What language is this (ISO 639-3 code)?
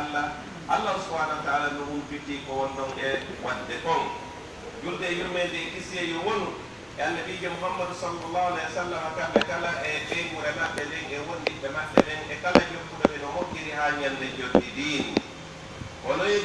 fuf